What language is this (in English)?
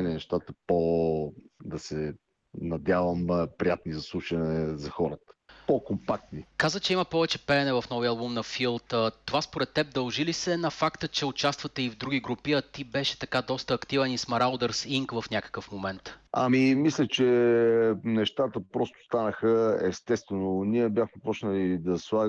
Bulgarian